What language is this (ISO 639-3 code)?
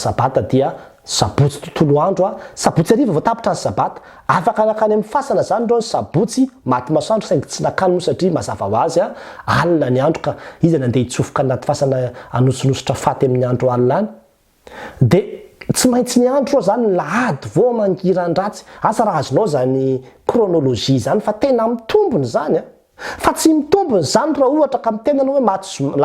mlg